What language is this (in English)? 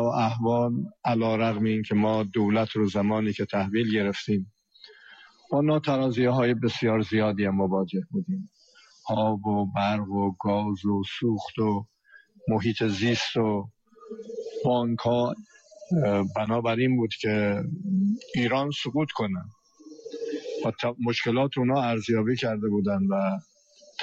Persian